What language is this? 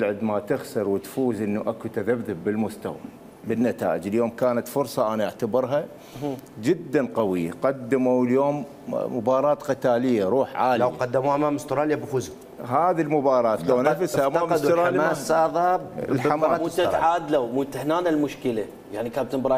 Mesopotamian Arabic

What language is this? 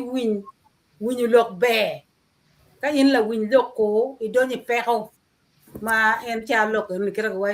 Acoli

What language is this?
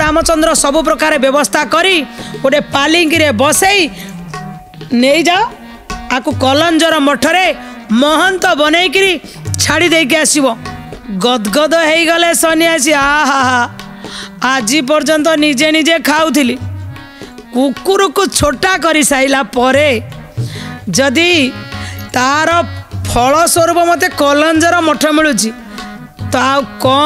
Odia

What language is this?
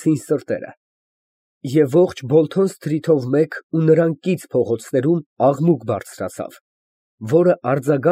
Armenian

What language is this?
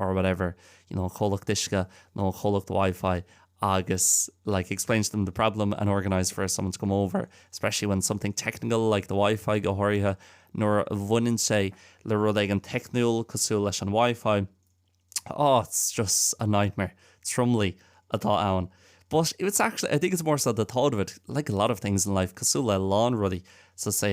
Irish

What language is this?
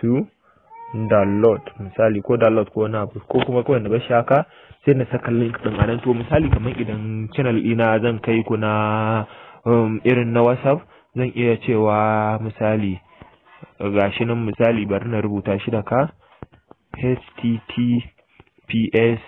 Hausa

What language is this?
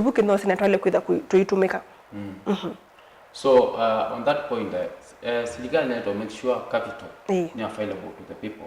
Kamba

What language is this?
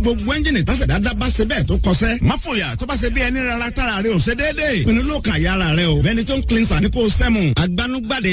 Yoruba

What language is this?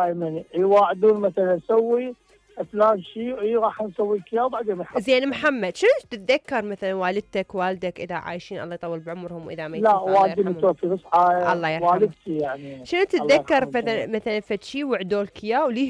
Mesopotamian Arabic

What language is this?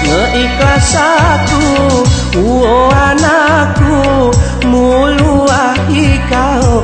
Gayo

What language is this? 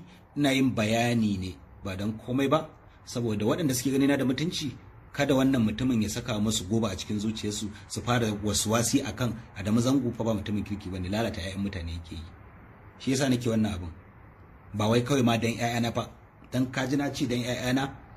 Hausa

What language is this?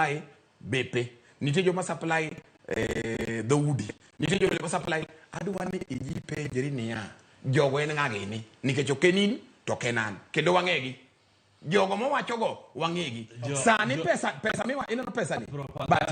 Luo (Kenya and Tanzania)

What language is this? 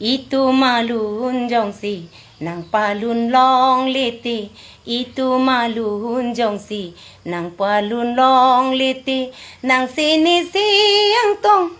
Karbi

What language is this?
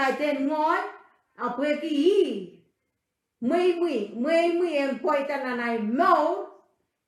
Pohnpeian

